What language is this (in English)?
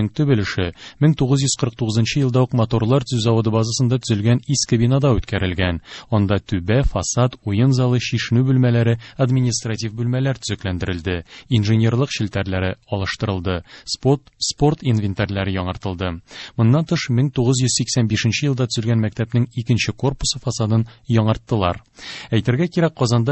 Tatar